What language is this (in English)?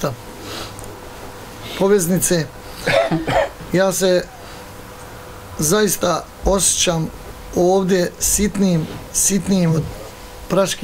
Bosnian